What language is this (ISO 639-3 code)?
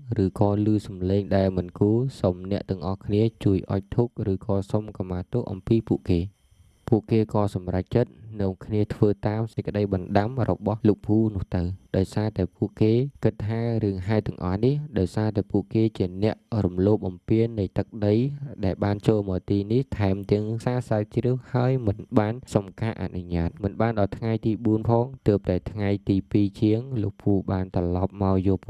khm